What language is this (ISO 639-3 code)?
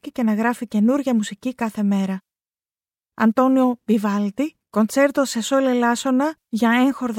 ell